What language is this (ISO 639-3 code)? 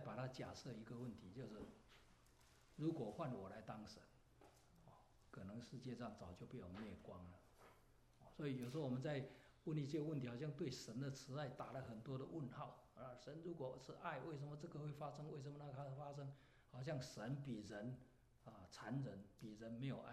zho